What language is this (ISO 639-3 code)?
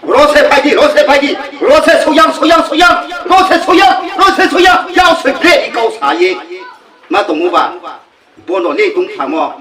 ria